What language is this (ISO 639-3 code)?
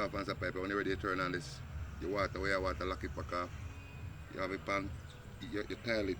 jam